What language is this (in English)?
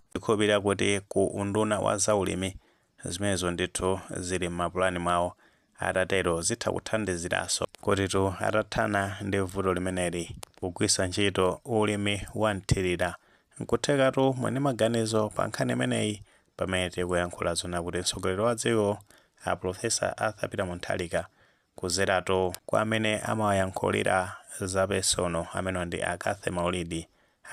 Nyanja